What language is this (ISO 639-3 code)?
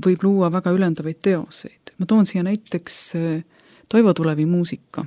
est